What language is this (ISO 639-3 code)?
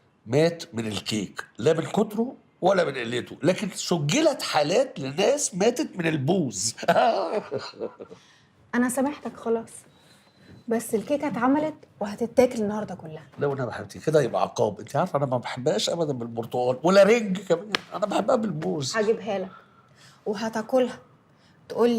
arz